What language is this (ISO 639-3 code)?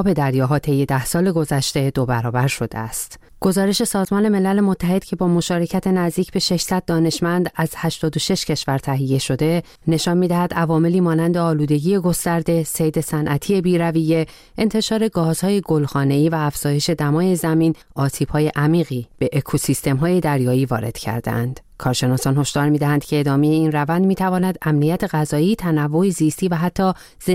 fas